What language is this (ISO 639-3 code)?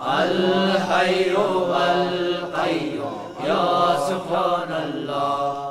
fas